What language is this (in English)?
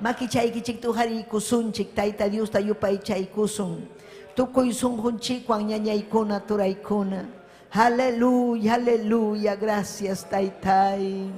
Ayacucho Quechua